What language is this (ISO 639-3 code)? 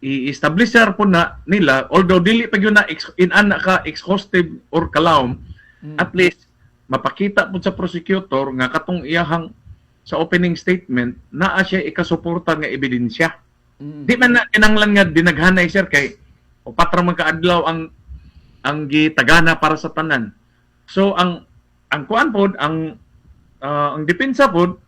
ceb